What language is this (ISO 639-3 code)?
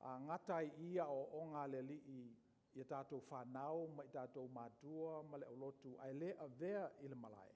smo